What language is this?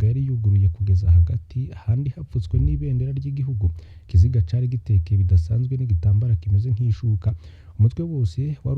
Rundi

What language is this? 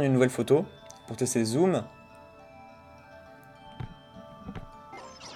French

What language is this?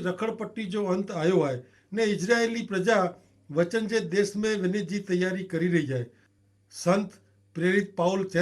Kachhi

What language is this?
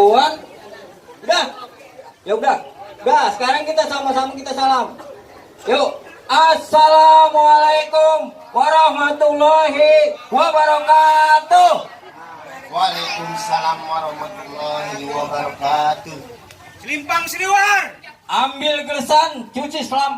Betawi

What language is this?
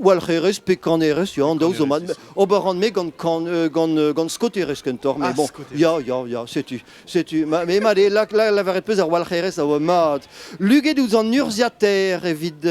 Breton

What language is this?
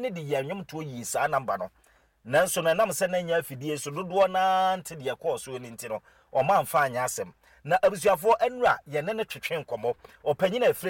Akan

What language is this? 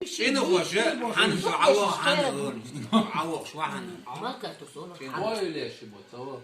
Chechen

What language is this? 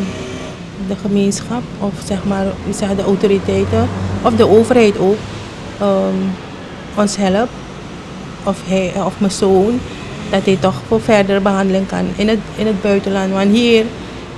Dutch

